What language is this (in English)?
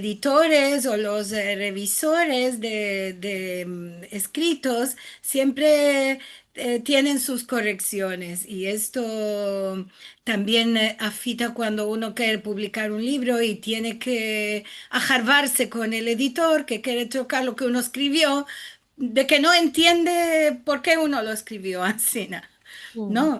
Ladino